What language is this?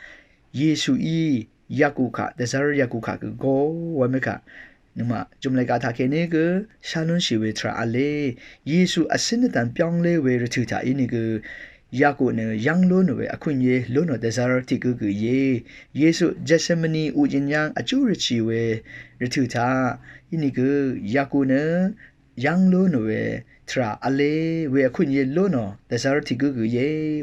Rawang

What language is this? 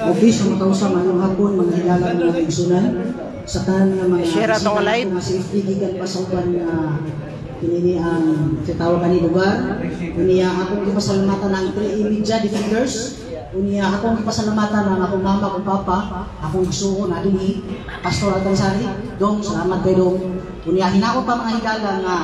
Cebuano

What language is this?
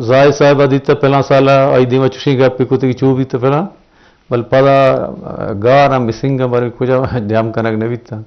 Eastern Balochi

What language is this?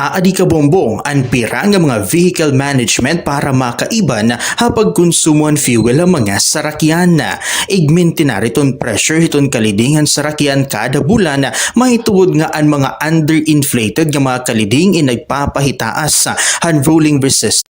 Waray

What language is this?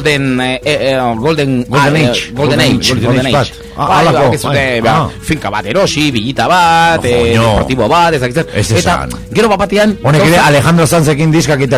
Basque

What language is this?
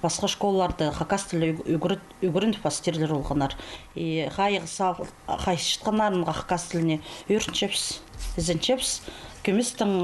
Khakas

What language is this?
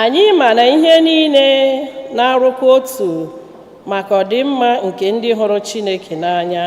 Igbo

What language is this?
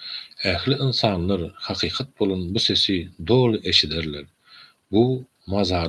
Turkmen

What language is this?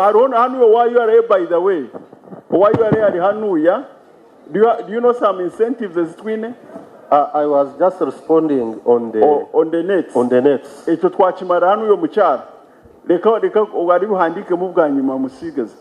Nyankole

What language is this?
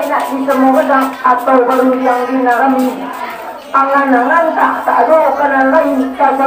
Minangkabau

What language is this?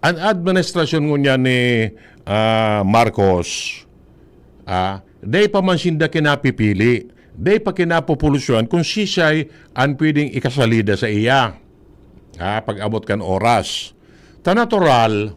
Bikol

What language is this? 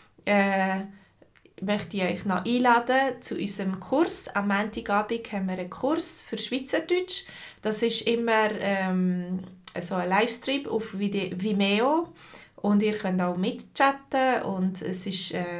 Swiss German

